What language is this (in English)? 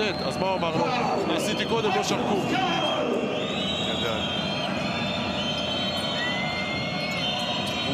Hebrew